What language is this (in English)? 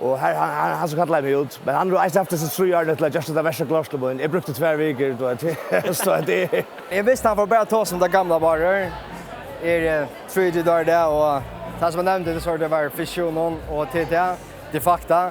Faroese